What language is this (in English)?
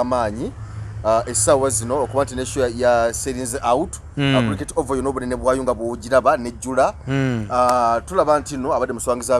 Ganda